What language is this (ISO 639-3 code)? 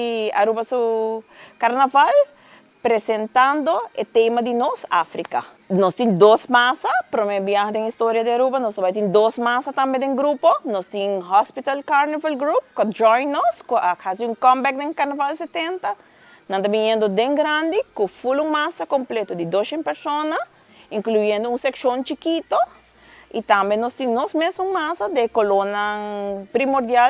pap